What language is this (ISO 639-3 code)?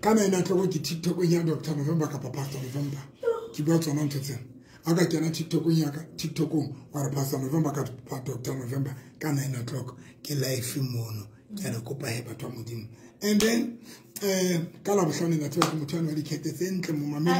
sot